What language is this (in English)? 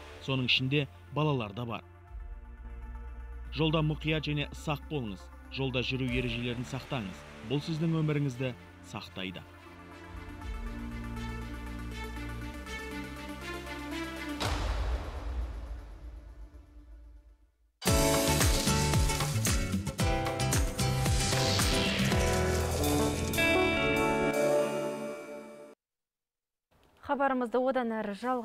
Kazakh